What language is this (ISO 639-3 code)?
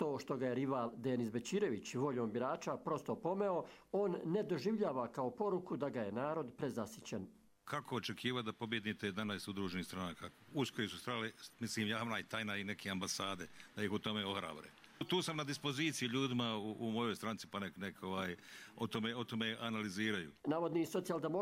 hrv